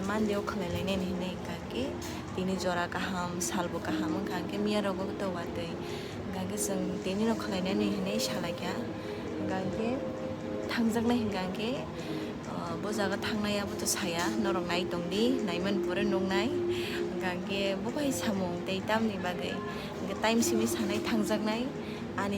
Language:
Kok Borok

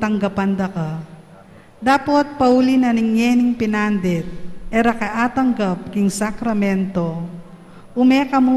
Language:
Pampanga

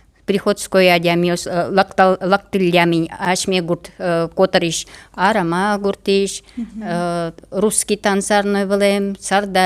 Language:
Udmurt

